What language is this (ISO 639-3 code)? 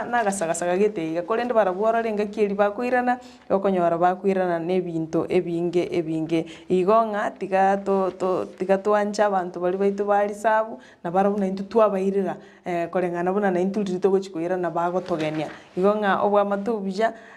guz